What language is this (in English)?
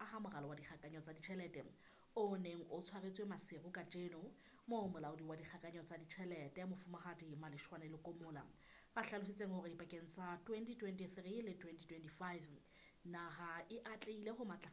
Southern Sotho